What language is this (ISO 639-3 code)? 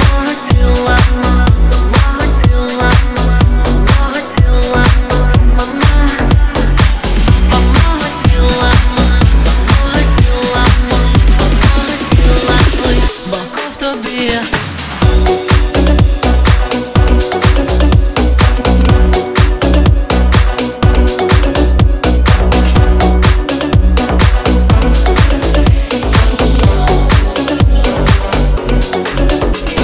ukr